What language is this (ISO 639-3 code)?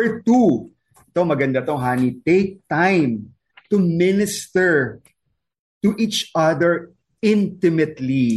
fil